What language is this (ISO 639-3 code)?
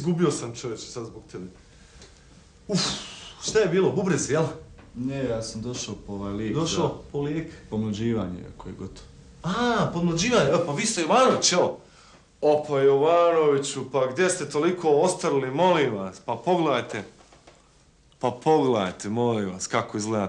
bos